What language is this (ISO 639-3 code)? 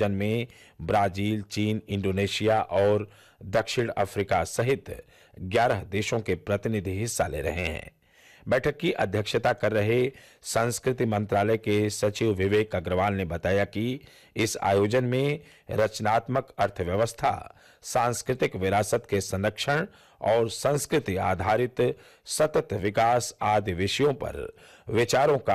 hin